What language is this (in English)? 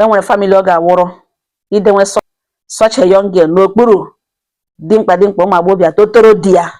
Igbo